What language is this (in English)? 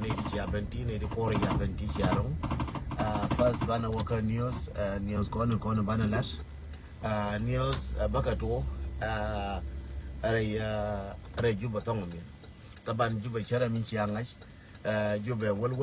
Nuer